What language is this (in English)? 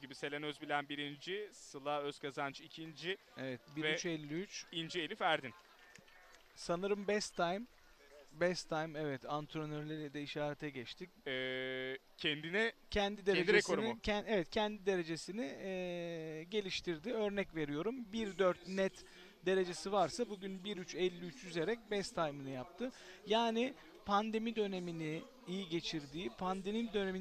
Turkish